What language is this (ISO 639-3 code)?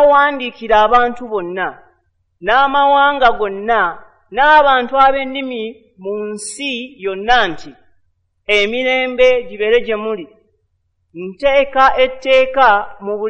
lug